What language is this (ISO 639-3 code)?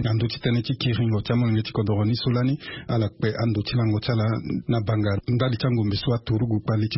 sag